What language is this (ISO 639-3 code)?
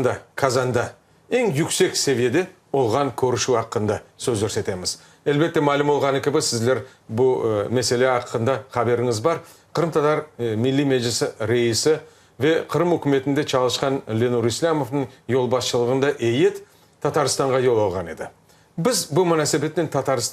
crh